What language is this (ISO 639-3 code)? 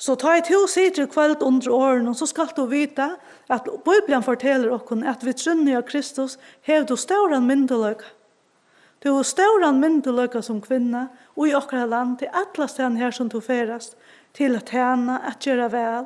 fao